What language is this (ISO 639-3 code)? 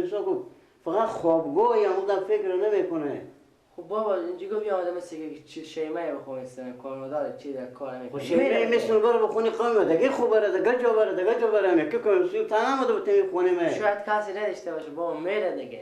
fas